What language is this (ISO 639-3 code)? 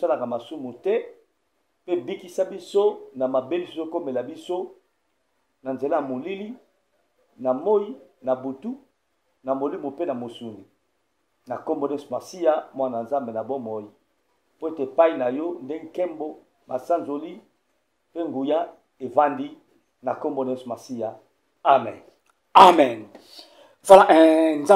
lin